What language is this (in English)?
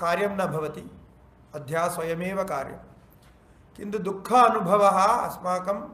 Sanskrit